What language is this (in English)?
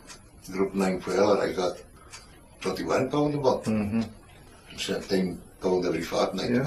Scots